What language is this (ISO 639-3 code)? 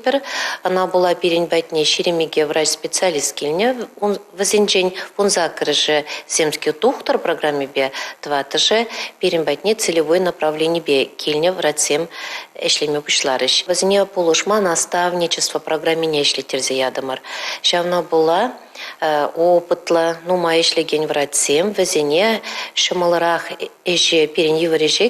chv